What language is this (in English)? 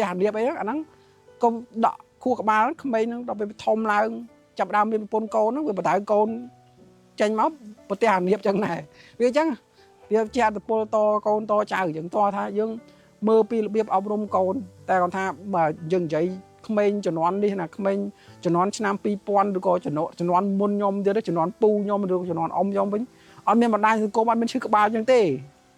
Khmer